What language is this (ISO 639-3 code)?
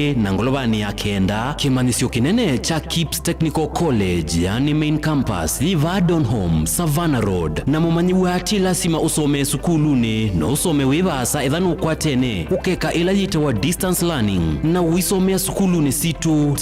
kam